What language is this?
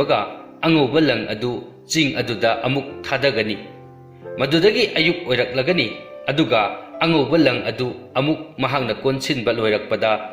Manipuri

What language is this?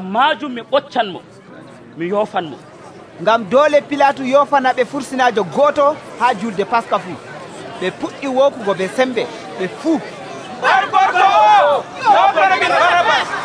Nigerian Fulfulde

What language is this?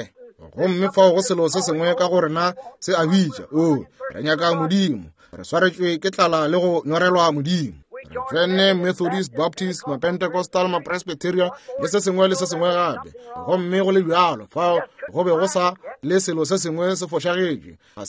Northern Sotho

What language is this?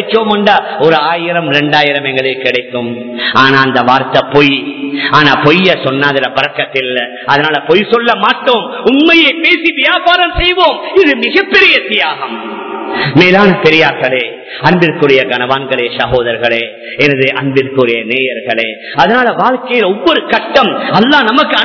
Tamil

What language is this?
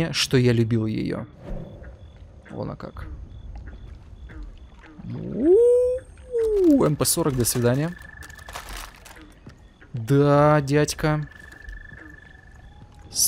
Russian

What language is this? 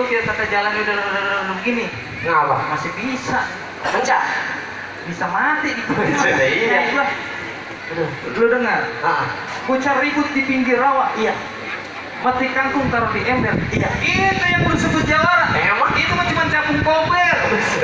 Betawi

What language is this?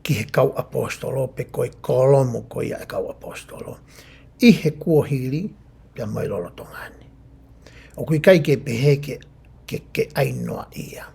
Tongan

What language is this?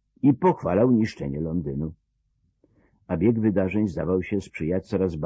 Polish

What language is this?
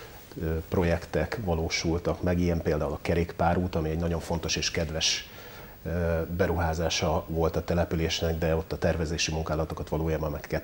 Hungarian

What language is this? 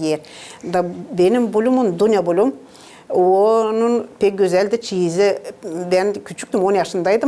Gagauz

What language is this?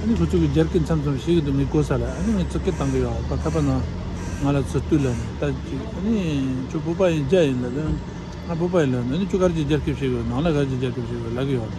Tibetan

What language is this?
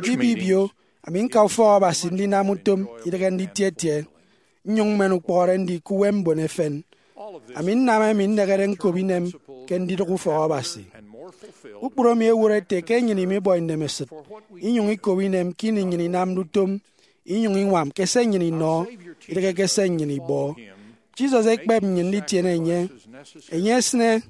Efik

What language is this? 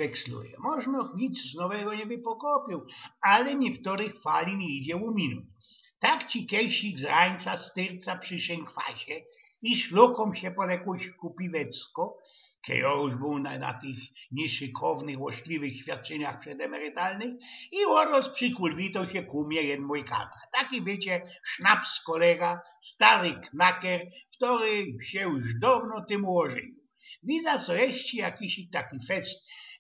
Silesian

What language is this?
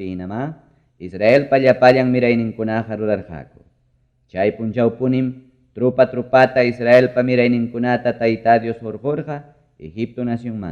Ayacucho Quechua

